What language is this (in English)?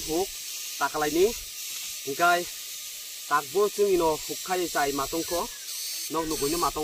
Kok Borok